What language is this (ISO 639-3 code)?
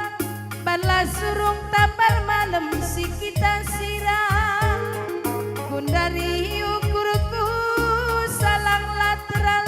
btx